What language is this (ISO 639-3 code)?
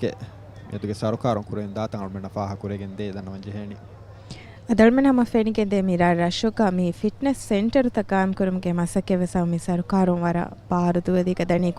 div